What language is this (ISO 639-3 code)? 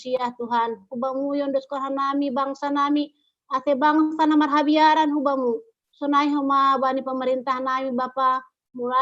bts